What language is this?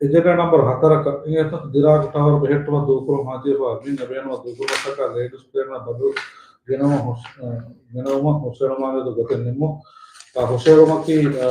Divehi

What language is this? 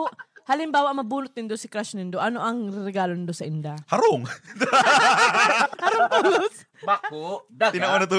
Bikol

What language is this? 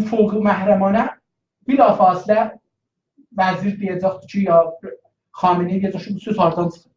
South Azerbaijani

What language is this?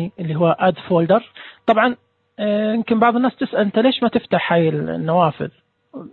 Najdi Arabic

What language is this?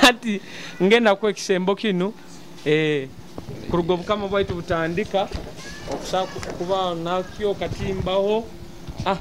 Nyoro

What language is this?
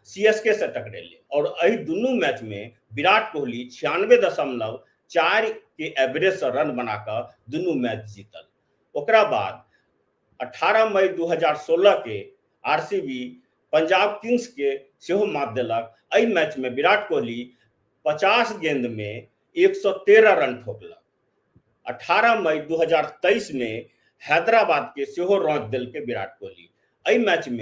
Maithili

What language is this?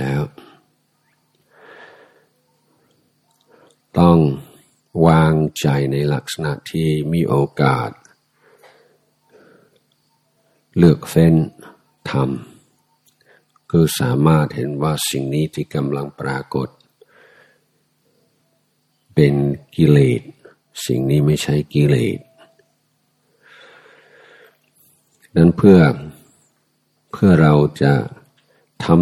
Thai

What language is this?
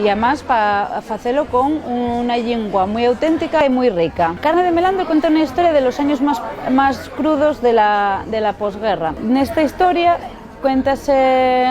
Asturian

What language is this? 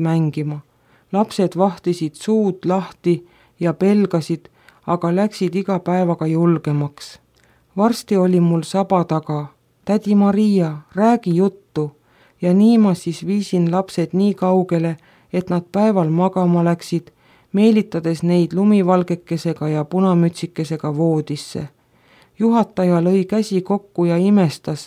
Estonian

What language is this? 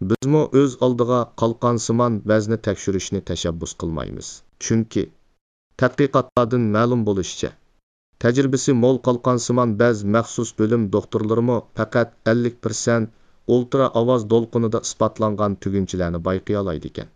Uyghur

